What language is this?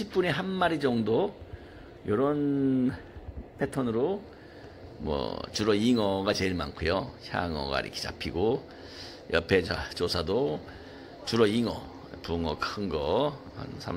Korean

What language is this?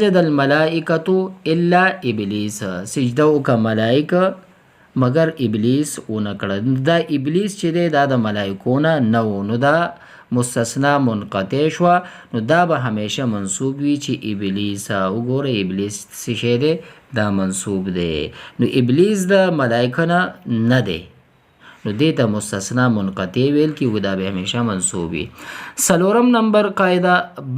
Pashto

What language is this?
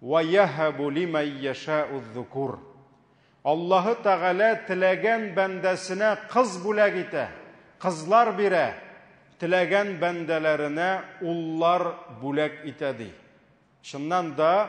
Tatar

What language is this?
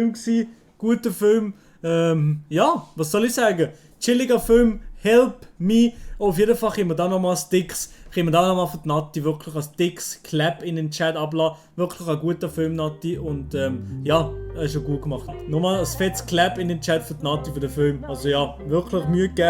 Swiss German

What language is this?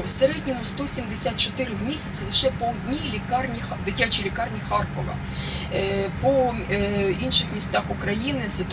Ukrainian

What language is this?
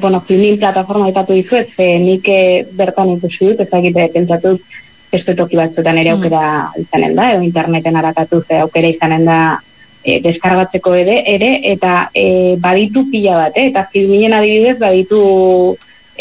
Basque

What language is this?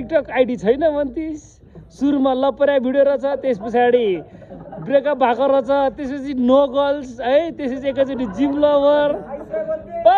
Nepali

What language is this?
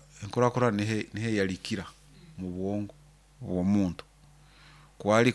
Nyoro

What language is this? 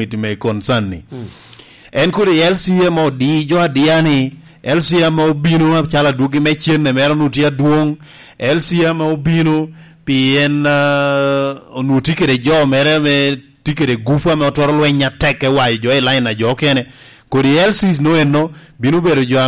Lango (Uganda)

